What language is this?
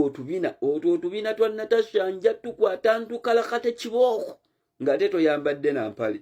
Ganda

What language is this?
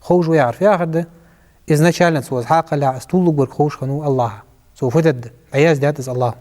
Ingush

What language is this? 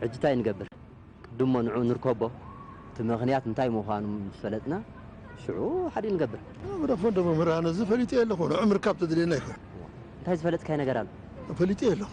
Tigrinya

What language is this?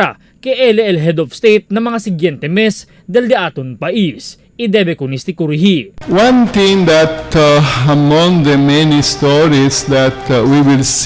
Chavacano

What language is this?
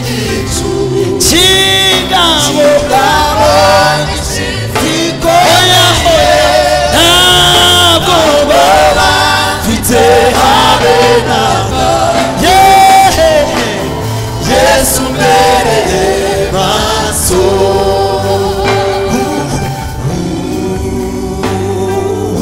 Kinyarwanda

